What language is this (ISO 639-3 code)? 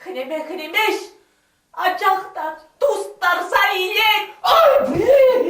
chv